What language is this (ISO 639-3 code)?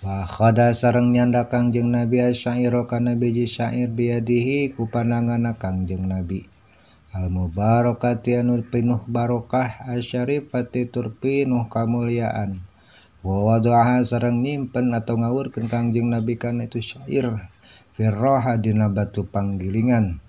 sun